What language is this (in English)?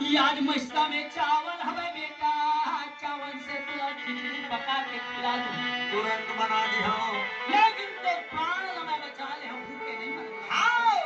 Chhattisgarhi